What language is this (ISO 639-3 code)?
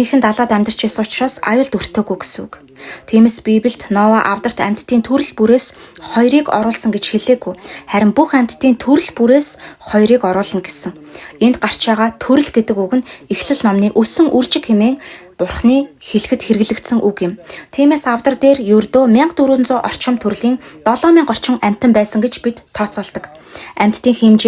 mon